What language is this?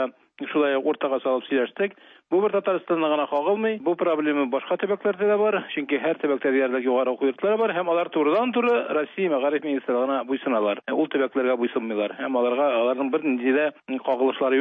Tatar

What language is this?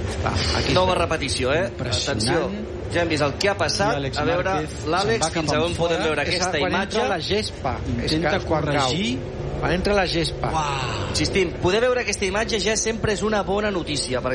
Catalan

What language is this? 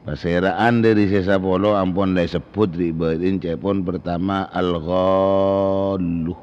Madurese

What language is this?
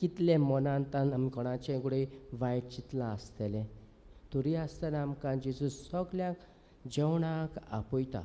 Konkani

